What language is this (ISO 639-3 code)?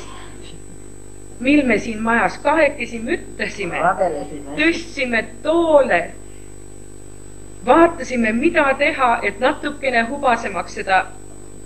est